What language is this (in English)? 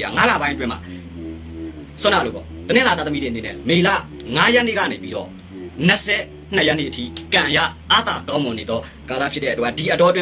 Burmese